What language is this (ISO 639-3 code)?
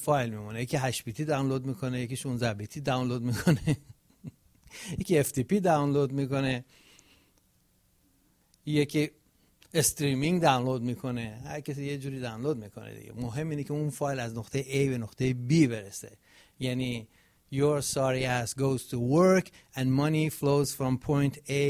fas